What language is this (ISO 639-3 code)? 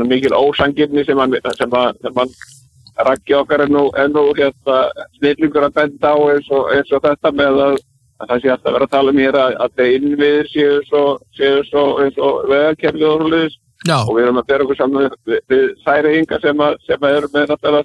isl